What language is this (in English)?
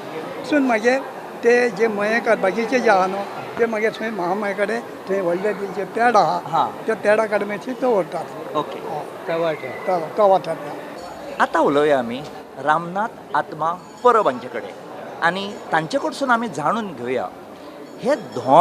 Konkani